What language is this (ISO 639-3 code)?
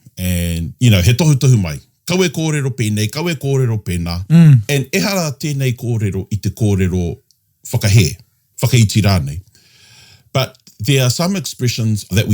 mri